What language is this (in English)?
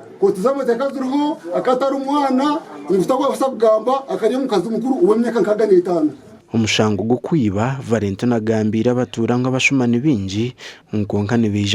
Nyankole